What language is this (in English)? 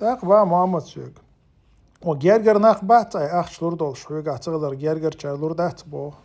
Chechen